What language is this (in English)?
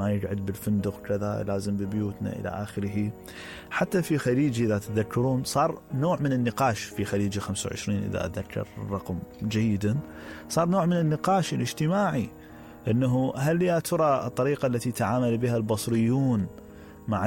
Mesopotamian Arabic